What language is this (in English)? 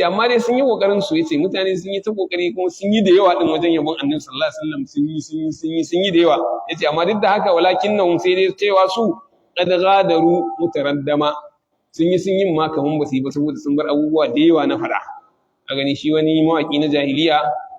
Hausa